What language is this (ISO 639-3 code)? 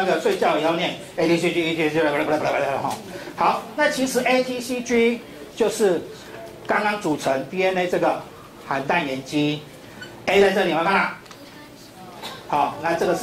zho